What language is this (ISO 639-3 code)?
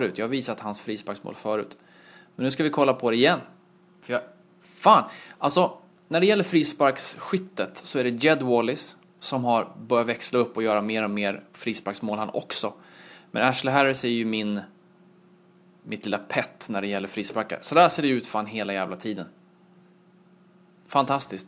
swe